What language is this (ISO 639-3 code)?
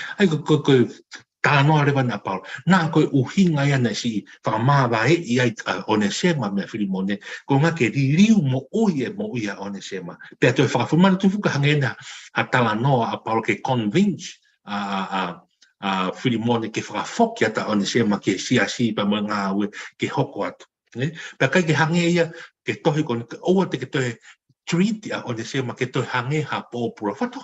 ton